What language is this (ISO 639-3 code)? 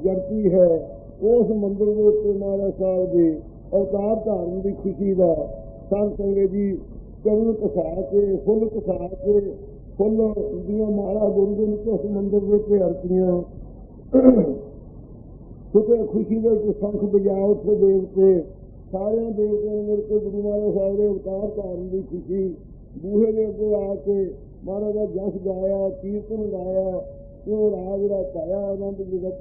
pan